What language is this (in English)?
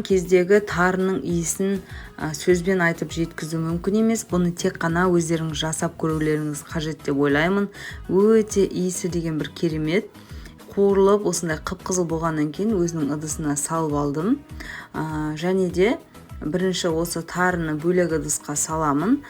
Kazakh